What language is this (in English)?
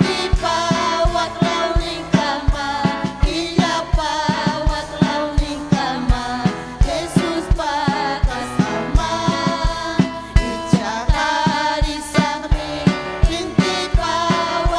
Ayacucho Quechua